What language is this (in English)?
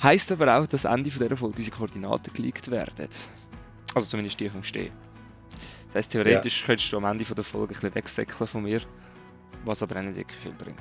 Swiss German